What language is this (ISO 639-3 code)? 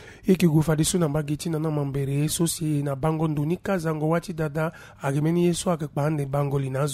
sag